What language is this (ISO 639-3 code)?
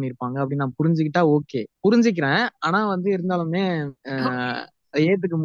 tam